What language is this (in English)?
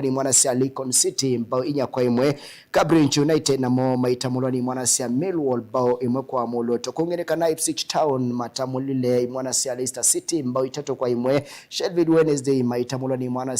Kamba